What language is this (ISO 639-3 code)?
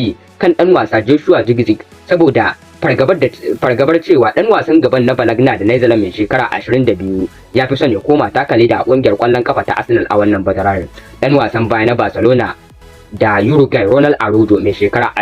hau